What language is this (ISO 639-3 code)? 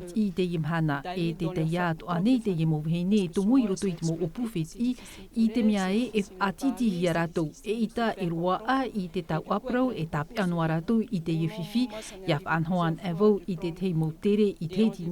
tah